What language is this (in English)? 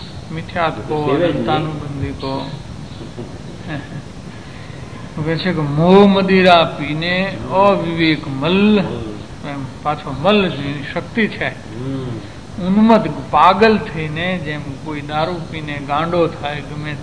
Gujarati